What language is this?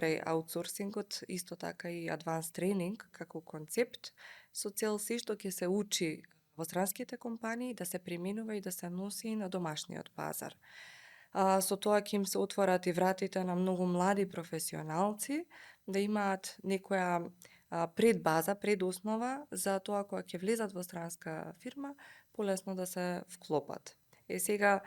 Macedonian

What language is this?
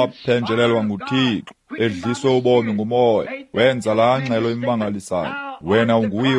Xhosa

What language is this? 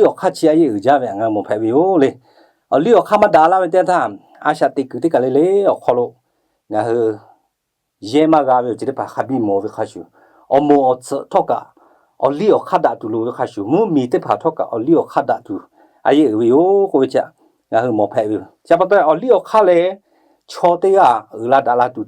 Lahu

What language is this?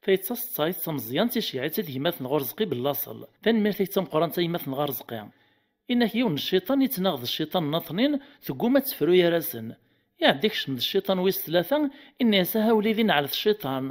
Kabyle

